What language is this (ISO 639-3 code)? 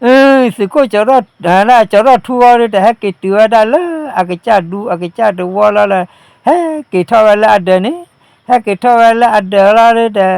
ksw